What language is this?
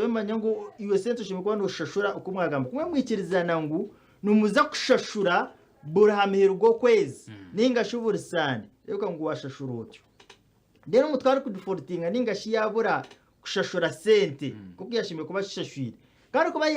Nyankole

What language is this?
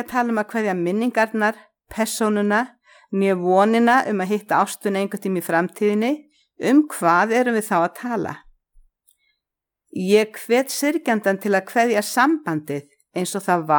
Icelandic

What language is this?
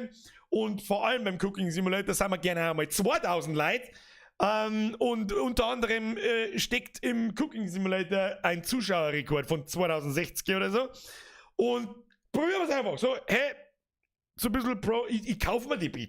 Bavarian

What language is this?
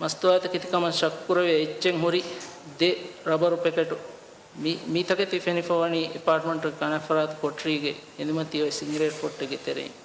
Divehi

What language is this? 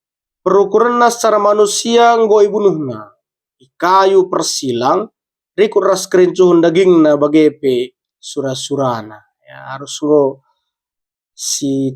Batak Karo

